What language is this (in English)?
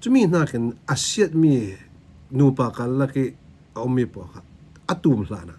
Falam Chin